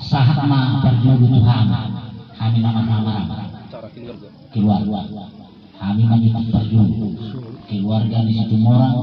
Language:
Batak Toba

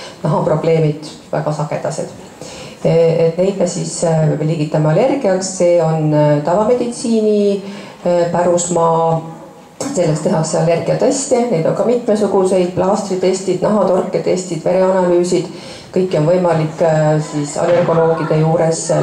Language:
Estonian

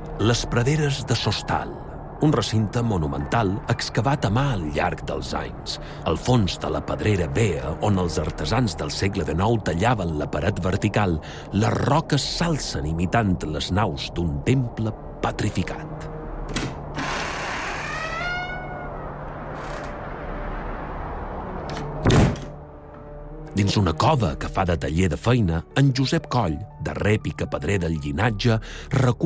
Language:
Catalan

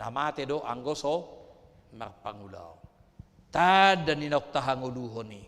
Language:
Batak Toba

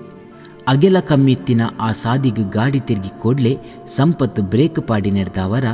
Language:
Tulu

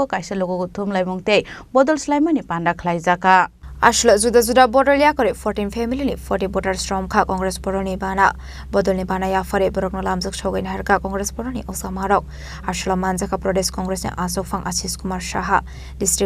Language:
Kok Borok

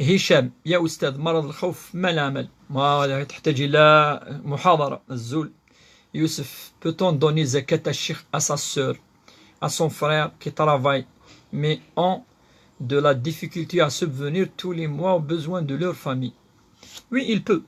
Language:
Kabyle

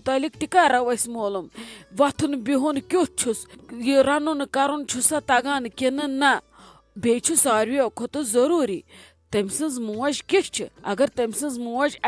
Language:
Kashmiri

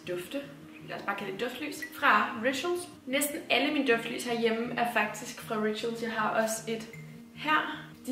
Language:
Danish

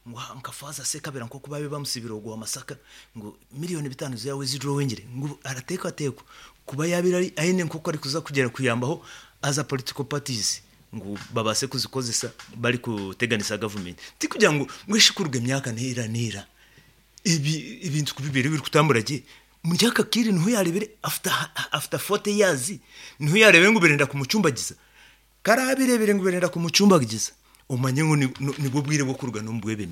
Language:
Nyankole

